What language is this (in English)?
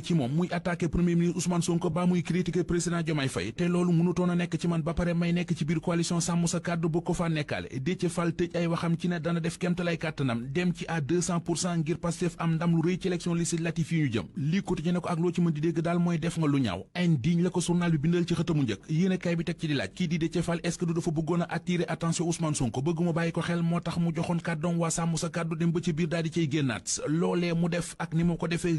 Wolof